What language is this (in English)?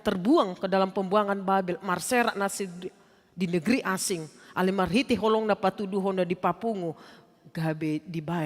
Batak Toba